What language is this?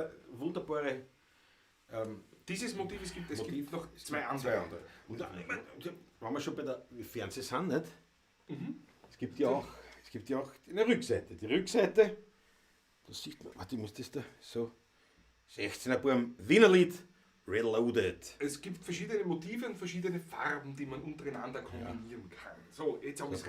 Bavarian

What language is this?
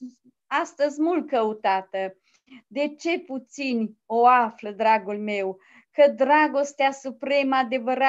Romanian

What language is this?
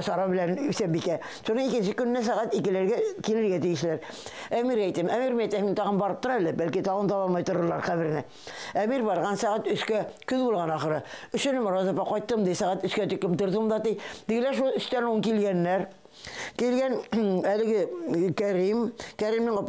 Bashkir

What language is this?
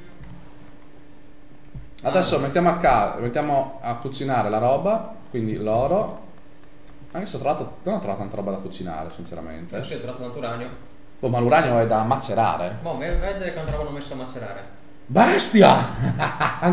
Italian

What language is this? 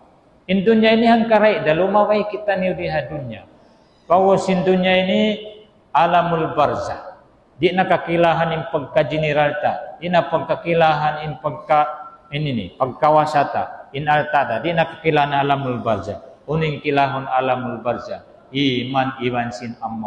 Tausug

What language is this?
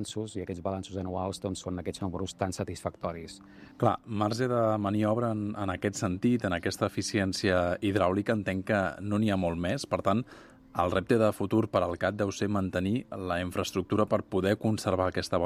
Catalan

